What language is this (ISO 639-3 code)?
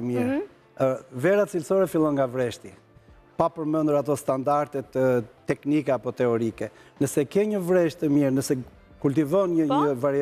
sqi